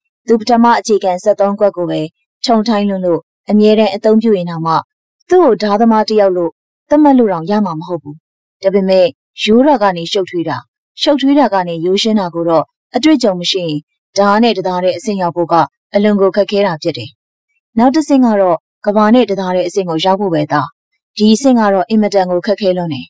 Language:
Burmese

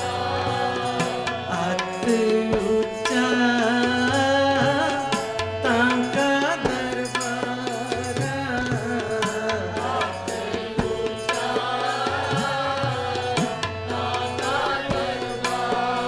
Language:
Punjabi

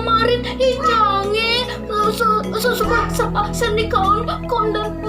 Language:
Balinese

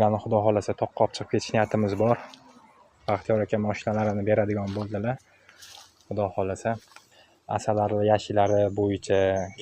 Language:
Uzbek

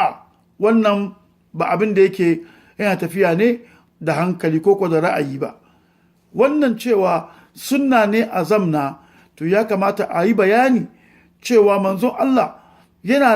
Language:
Hausa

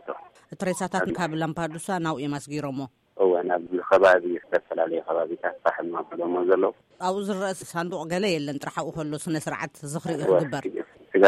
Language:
Tigrinya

